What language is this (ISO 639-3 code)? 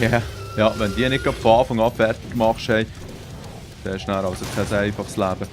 gsw